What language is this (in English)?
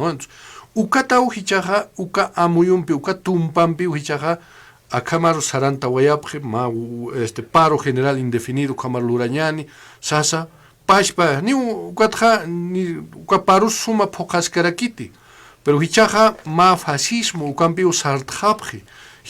Aymara